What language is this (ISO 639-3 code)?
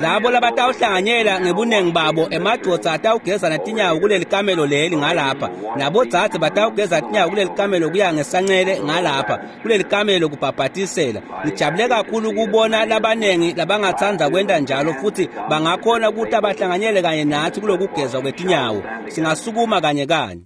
ssw